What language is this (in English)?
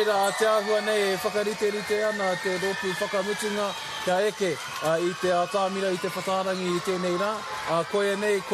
Māori